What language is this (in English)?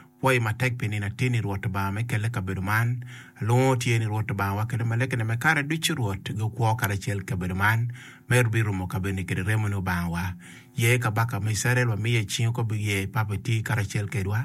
Acoli